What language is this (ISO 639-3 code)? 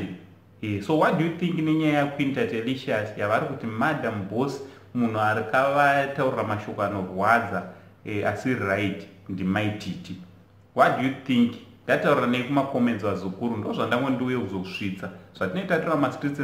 sna